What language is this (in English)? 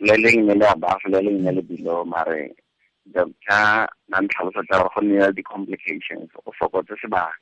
Tswana